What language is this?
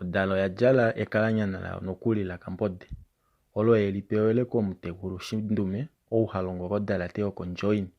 Kuanyama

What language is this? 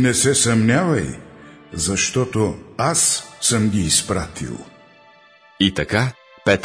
Bulgarian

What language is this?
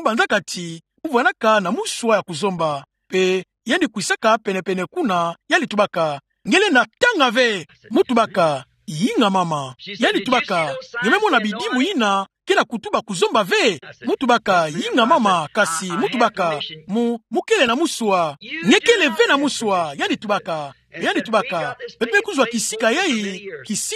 Kituba (Democratic Republic of Congo)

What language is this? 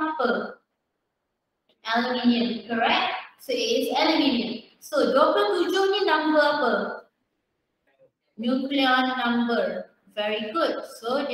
Malay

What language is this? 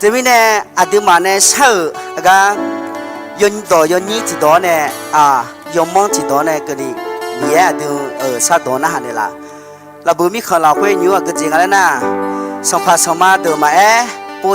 Akha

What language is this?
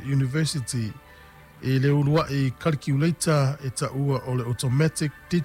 Samoan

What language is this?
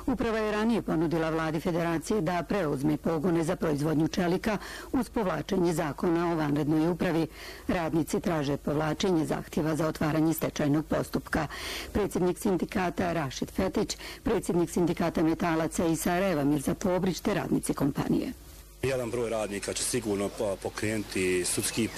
Bosnian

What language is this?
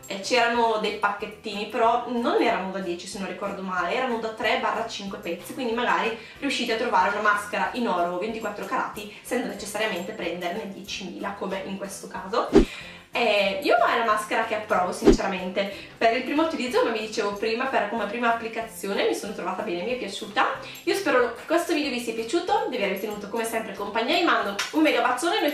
Italian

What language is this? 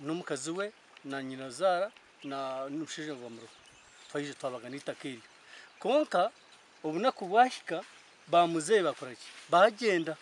Nyankole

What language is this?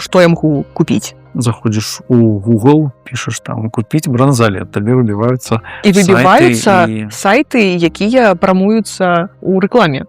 Belarusian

